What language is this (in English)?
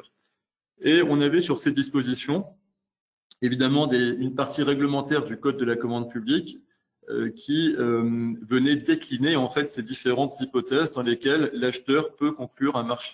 French